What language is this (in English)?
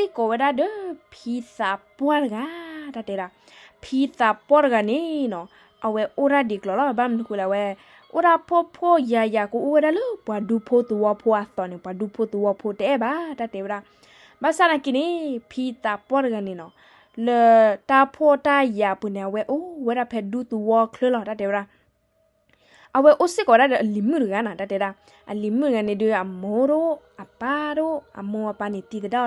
S'gaw Karen